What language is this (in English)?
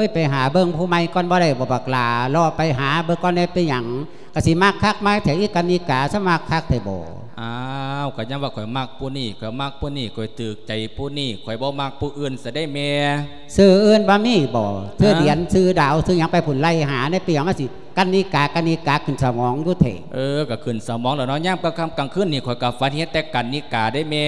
Lao